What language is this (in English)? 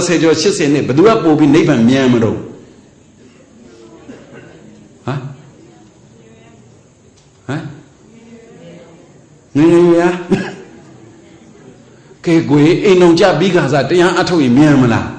Burmese